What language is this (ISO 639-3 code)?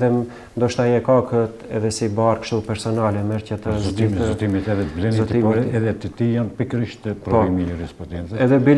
sqi